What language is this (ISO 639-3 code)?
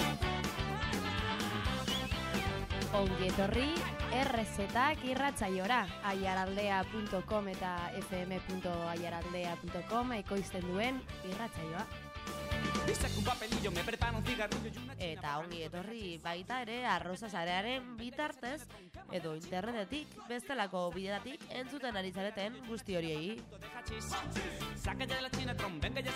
eus